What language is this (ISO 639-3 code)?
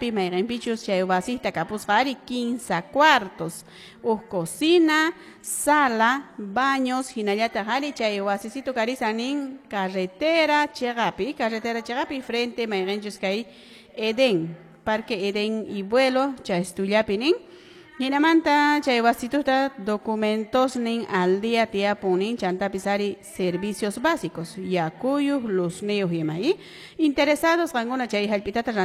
que